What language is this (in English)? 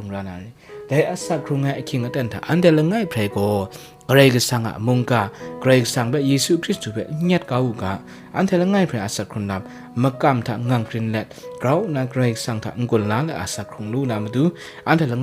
Kachin